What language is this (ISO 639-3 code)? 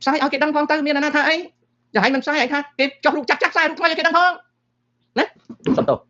khm